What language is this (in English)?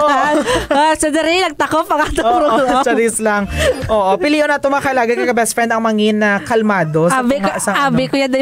Hiligaynon